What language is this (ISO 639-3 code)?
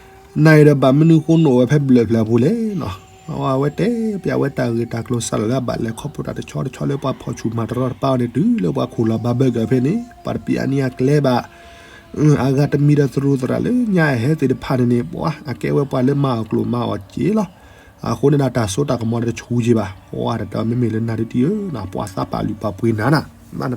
ksw